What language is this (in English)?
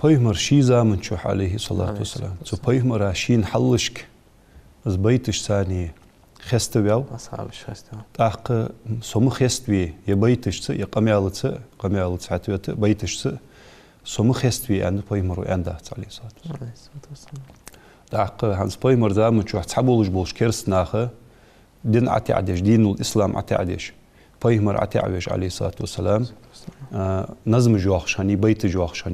Ingush